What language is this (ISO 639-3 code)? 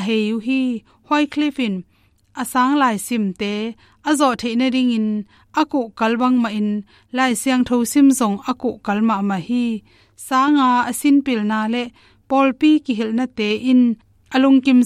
ctd